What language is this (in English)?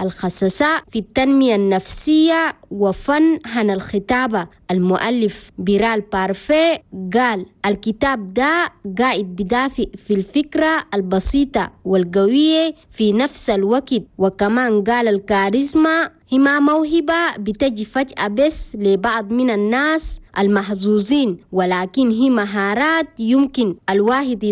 Chadian Arabic